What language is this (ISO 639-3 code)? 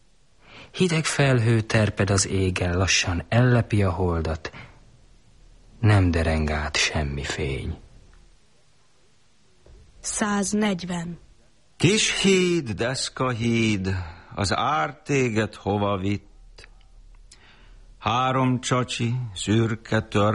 hun